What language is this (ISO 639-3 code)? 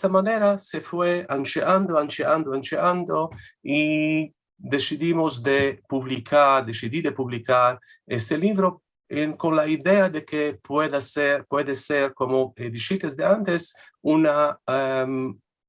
lad